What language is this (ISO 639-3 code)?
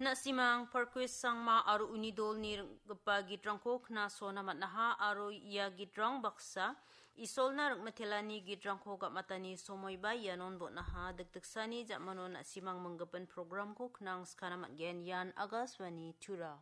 grt